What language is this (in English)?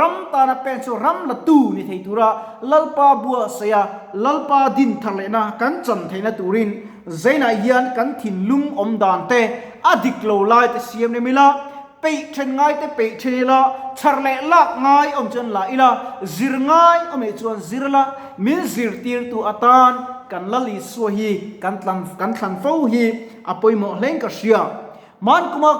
Mizo